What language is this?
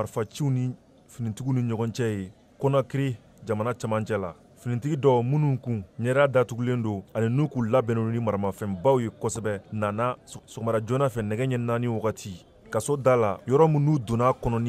Bambara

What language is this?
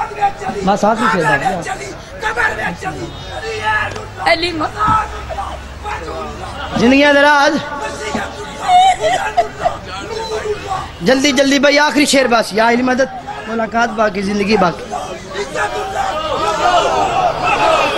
Urdu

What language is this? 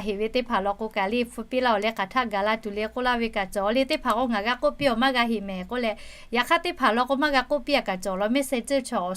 Lahu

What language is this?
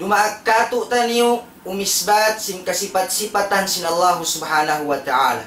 Tausug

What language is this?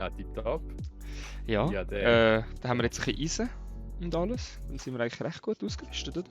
Swiss German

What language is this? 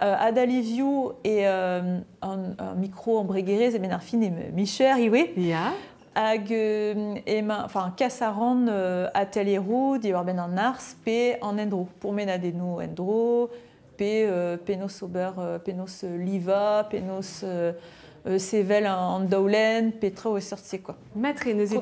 Breton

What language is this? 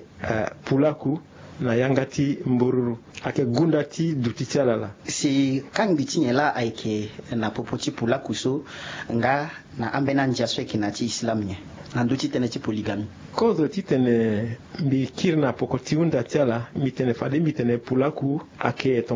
Sango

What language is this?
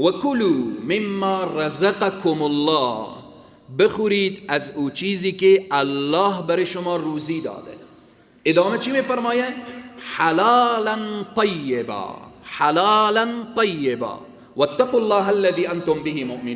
Persian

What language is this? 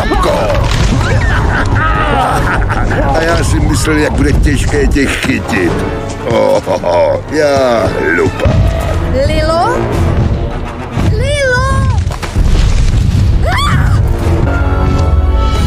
Czech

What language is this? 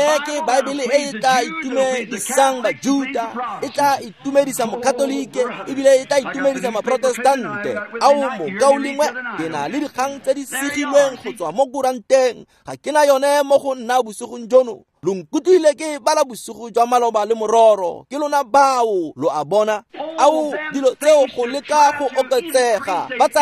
Tswana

